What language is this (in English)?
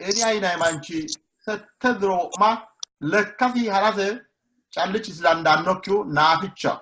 Sidamo